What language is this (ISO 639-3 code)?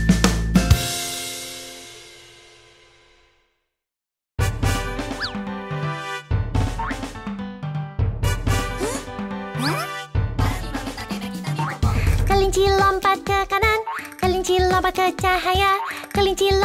ind